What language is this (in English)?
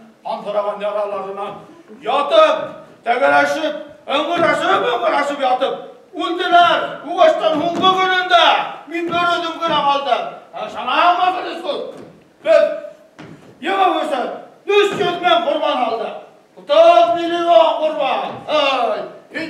Bashkir